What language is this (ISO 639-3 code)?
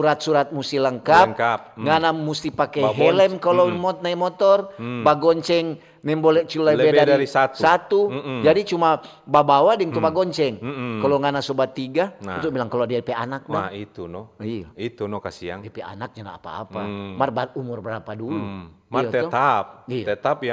xmm